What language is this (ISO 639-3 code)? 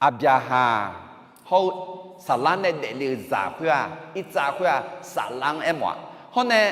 ahk